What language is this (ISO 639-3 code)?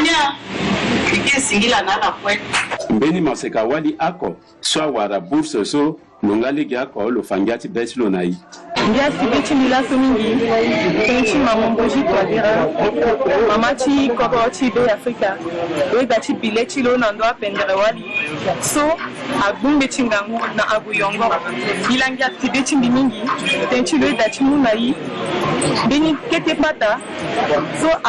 sag